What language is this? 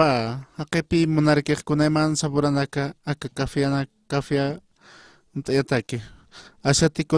Aymara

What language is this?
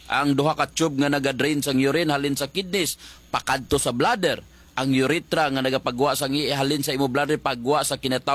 Hiligaynon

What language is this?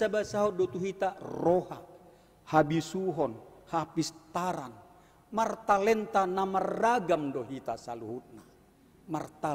Batak Toba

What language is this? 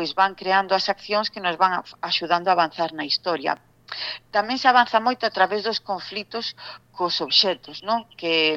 Galician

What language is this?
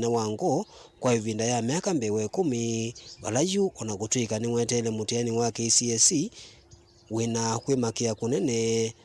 Kamba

